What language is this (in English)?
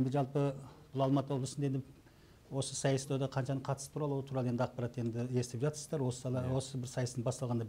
Kazakh